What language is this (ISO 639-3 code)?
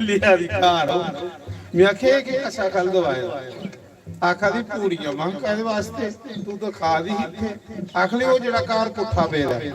doi